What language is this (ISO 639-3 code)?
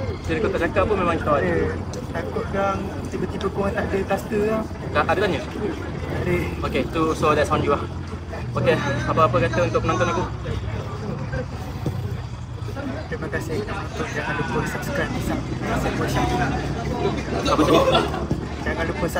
msa